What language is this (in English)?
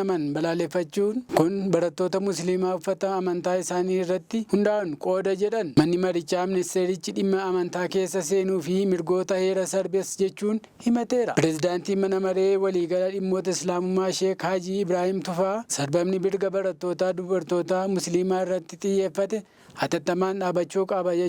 Oromo